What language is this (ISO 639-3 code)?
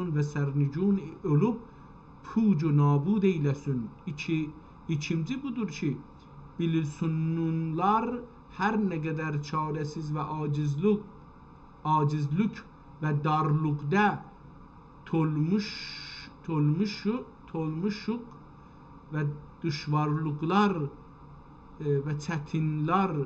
azb